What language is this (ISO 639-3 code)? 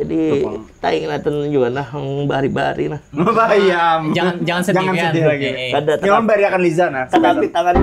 bjn